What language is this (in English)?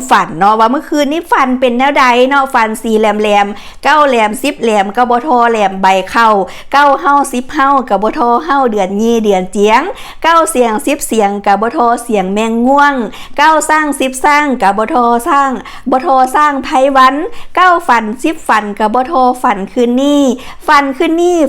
Lao